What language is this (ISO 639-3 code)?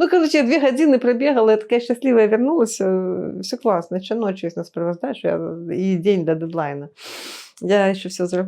bel